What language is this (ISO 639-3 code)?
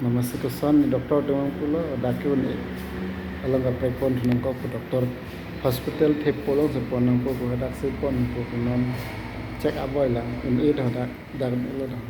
mjw